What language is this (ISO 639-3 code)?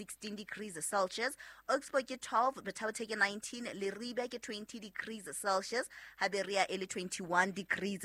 sot